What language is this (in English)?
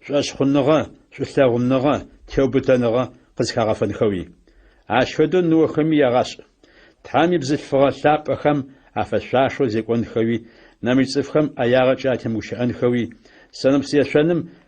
Adyghe